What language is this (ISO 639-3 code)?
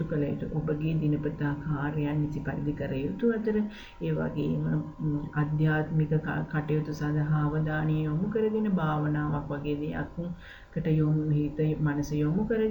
sin